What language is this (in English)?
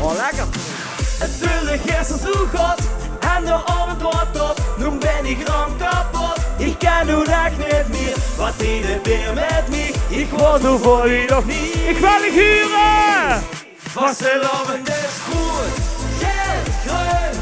Limburgish